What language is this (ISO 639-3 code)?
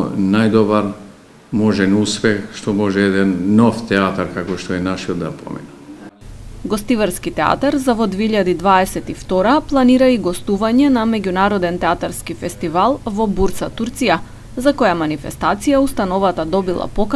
mkd